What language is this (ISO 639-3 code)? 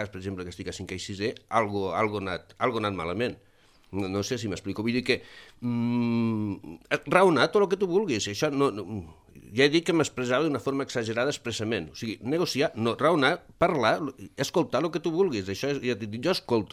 cat